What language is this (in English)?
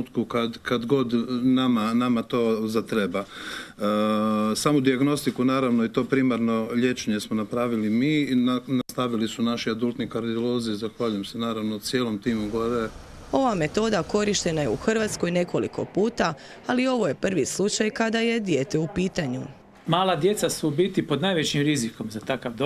Croatian